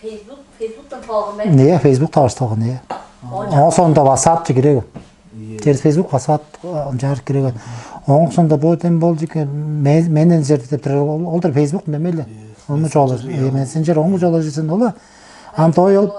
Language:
Tuvinian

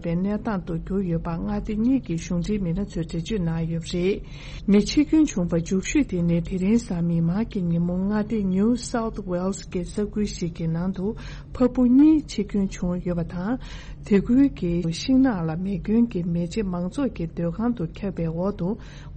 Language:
Tibetan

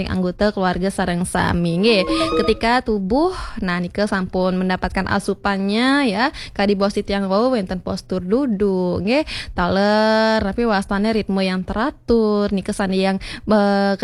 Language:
Balinese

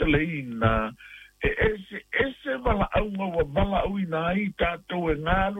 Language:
Samoan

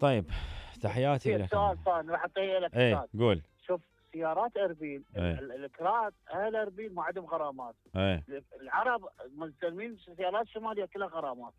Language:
Mesopotamian Arabic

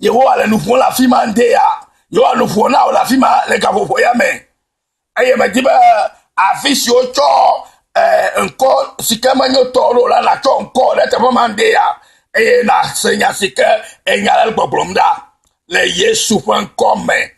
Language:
Ewe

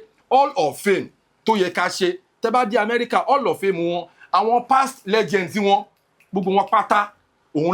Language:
Yoruba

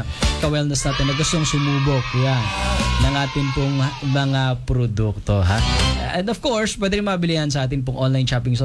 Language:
Filipino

